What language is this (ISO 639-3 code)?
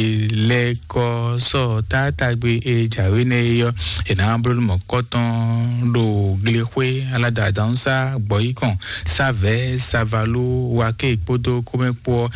fon